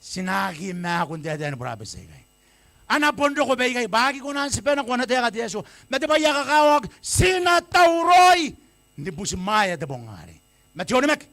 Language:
Gilbertese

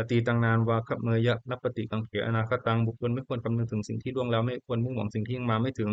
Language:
Pali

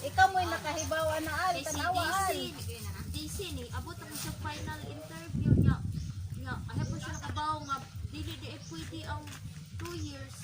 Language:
Cebuano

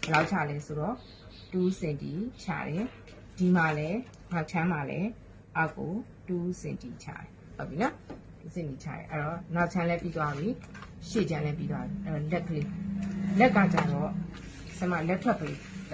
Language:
Burmese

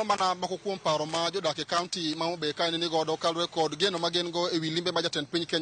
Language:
Luo (Kenya and Tanzania)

